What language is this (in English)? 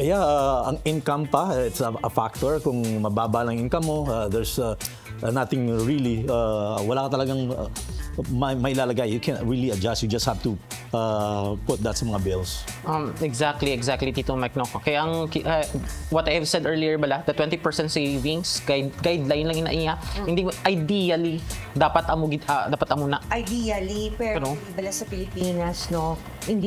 Hiligaynon